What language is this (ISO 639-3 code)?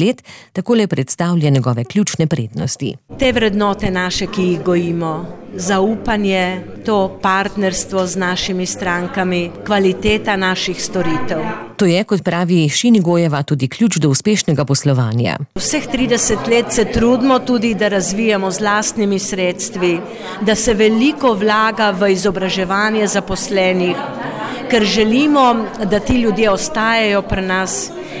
slv